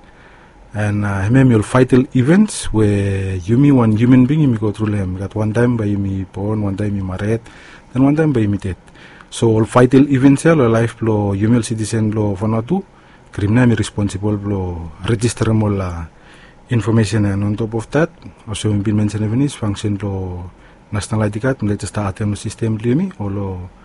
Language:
Bislama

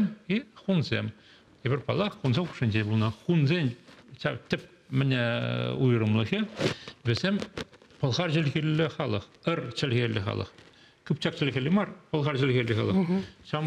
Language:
Chuvash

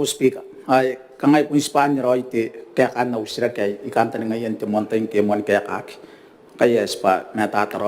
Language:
Gilbertese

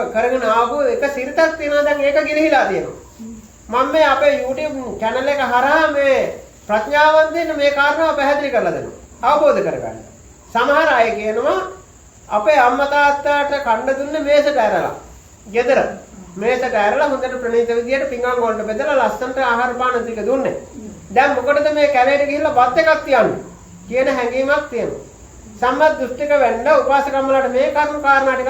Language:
Sinhala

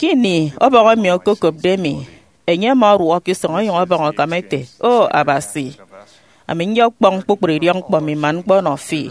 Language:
Efik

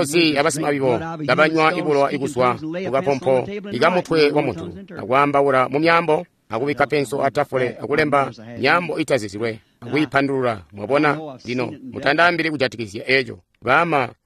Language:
Tonga (Zambia)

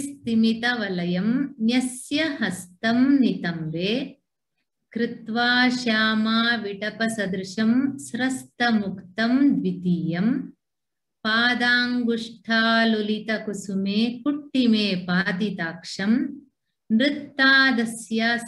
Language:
Sanskrit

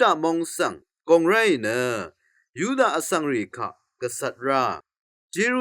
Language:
Rawang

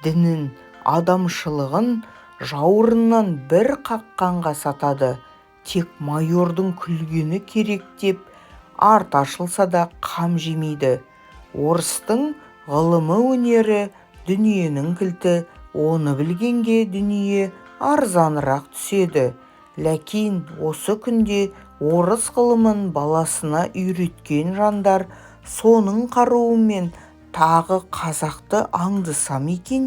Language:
Kazakh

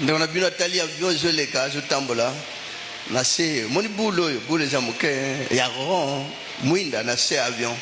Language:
Lingala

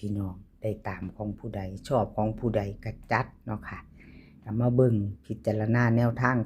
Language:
Northeastern Thai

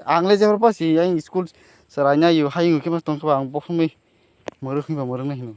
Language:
Kok Borok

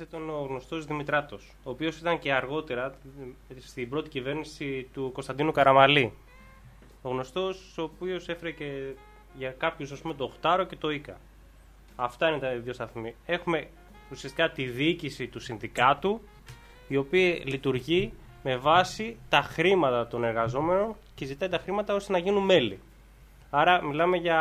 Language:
Greek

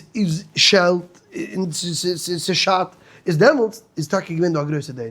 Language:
Yiddish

